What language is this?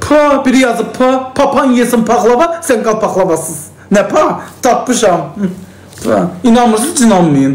Azerbaijani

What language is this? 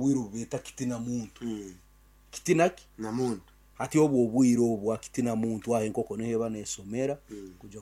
Nyankole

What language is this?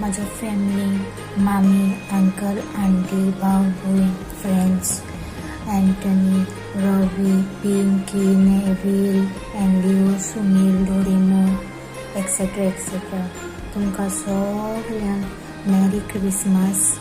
Konkani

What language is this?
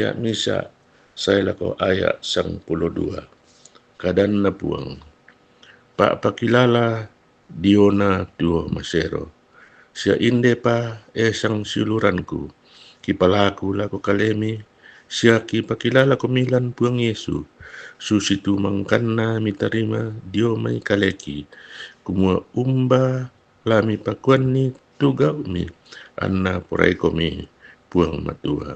Toraja-Sa'dan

